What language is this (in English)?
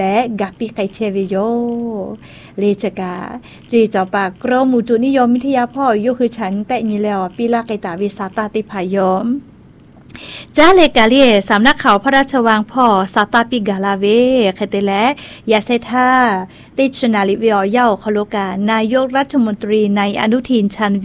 Thai